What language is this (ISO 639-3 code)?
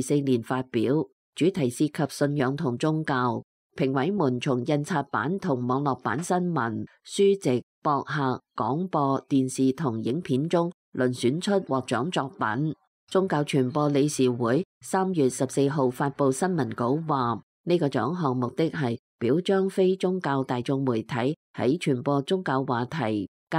yue